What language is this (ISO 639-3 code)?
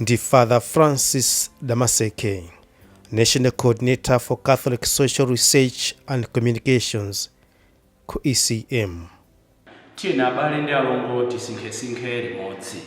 nya